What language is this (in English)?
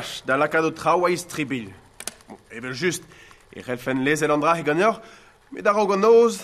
Breton